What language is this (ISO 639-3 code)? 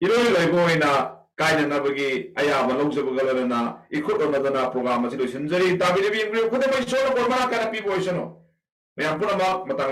mni